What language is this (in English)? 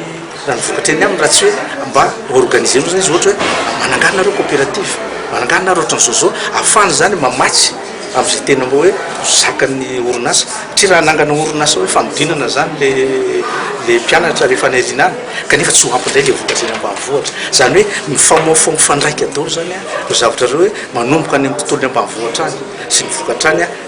Malagasy